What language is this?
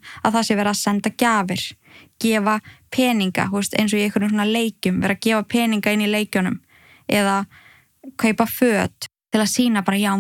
Icelandic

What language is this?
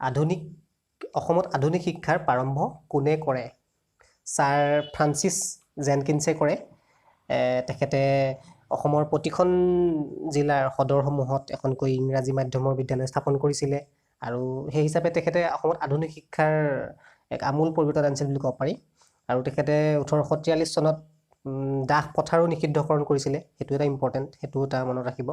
Assamese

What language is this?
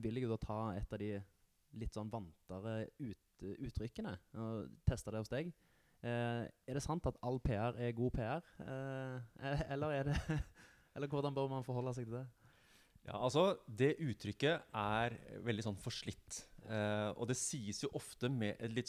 Norwegian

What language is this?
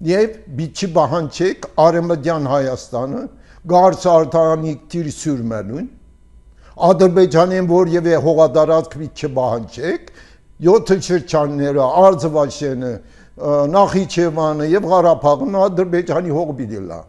Armenian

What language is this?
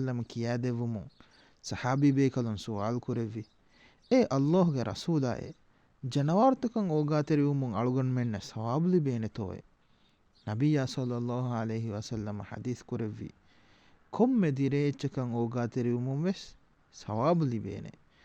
Divehi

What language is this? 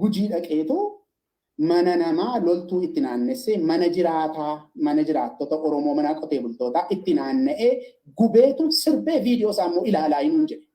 Oromo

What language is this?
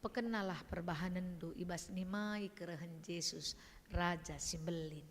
Batak Karo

